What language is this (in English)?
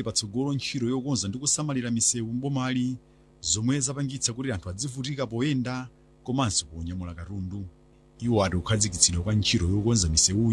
Nyanja